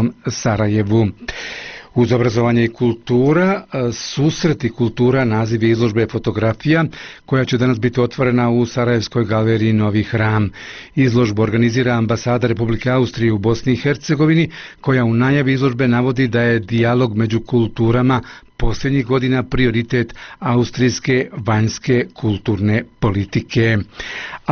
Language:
Bosnian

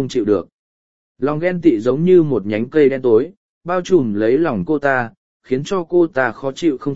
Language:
Vietnamese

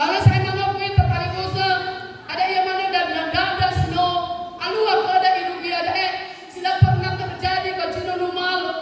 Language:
Nias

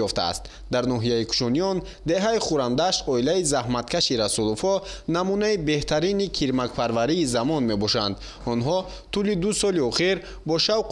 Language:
Tajik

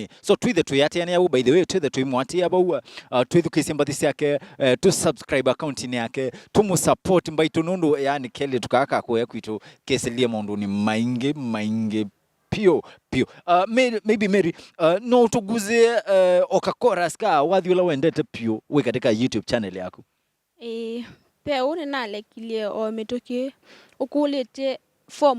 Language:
Kamba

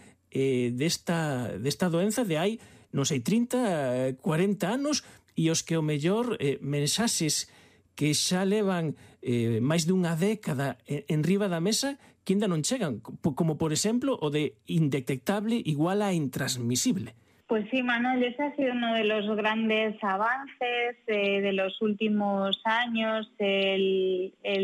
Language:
Galician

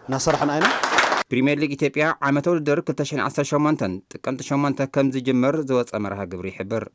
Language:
Tigrinya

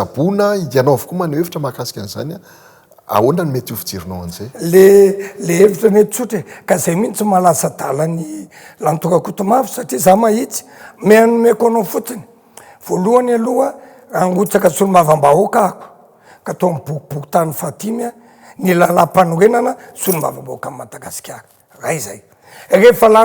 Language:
Malagasy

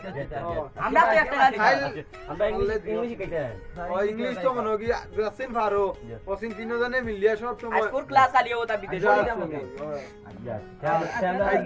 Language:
Sylheti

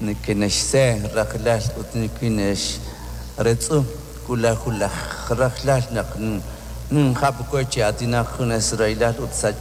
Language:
Kekchí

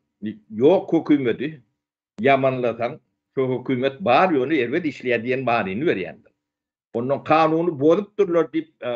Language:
Turkmen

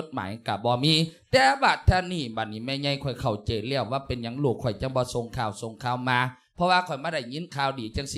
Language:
Lao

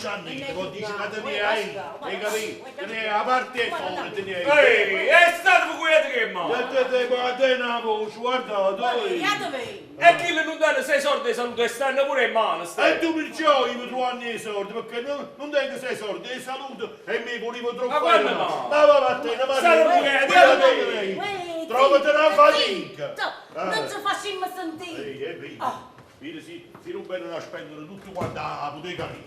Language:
Neapolitan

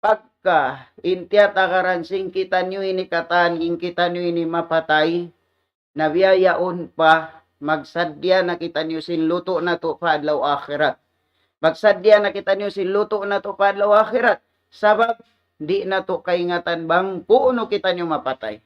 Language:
Tausug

